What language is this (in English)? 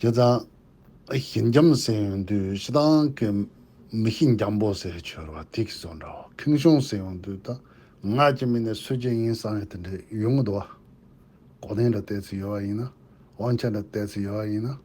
Tibetan